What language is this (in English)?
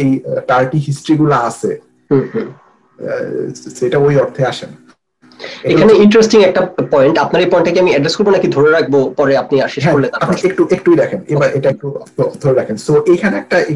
Bangla